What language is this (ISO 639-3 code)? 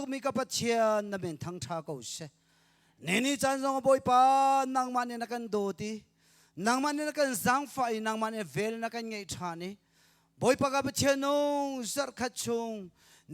cnh